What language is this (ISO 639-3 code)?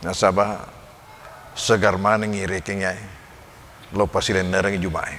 bug